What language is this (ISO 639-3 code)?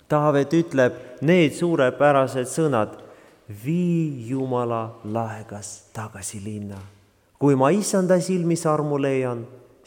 est